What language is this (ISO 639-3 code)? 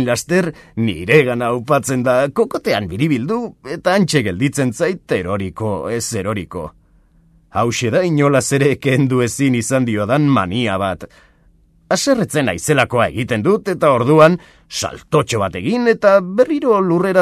eus